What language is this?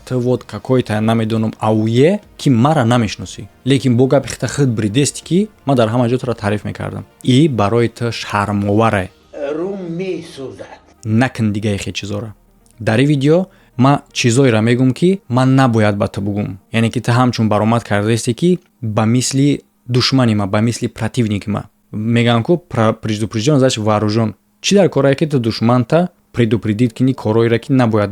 Tajik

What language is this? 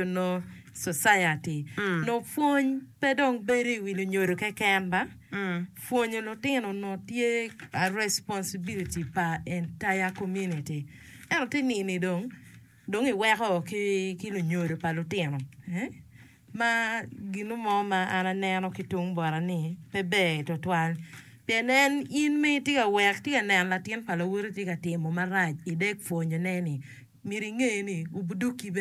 Acoli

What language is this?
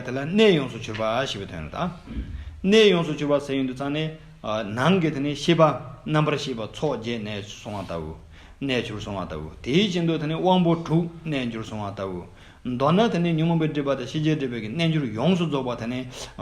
Tibetan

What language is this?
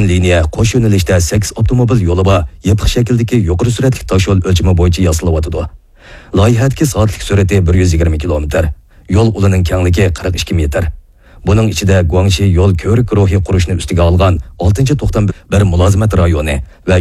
Uyghur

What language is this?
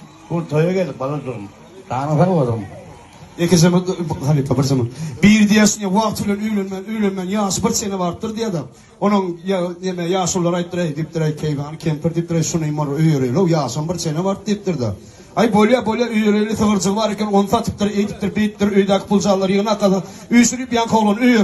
Turkmen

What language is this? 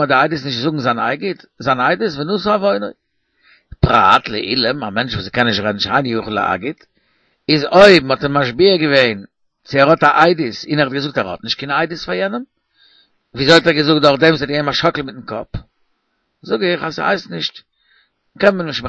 Yiddish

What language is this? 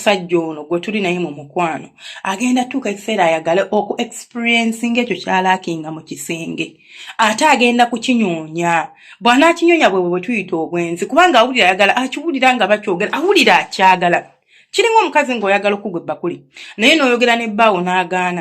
Ganda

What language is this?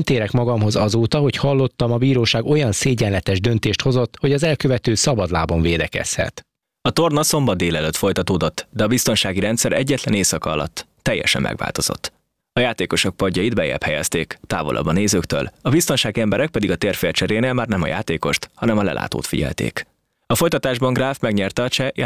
Hungarian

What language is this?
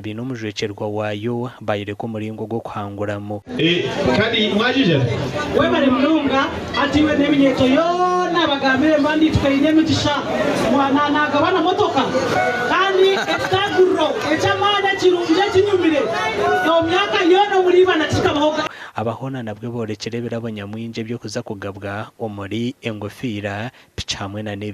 Nyankole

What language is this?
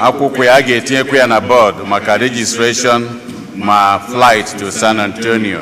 Igbo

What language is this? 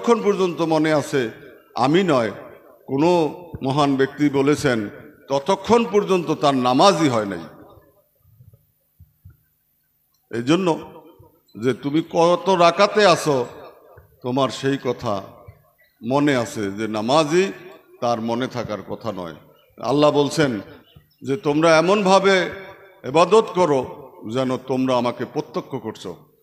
Bangla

